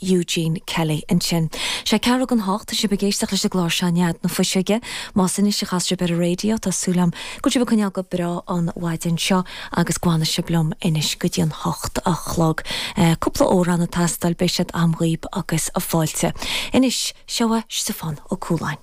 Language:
Irish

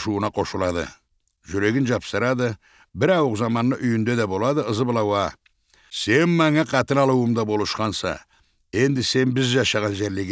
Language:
Karachay-Balkar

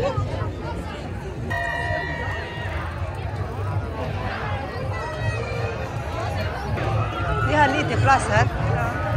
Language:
Norwegian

